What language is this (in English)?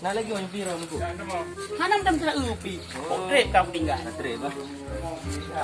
Achinese